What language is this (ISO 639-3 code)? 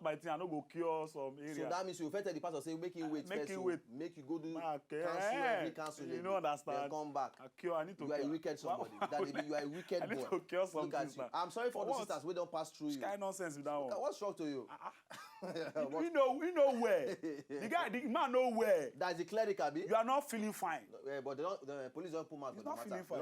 pcm